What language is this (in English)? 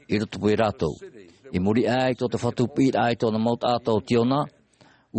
Tahitian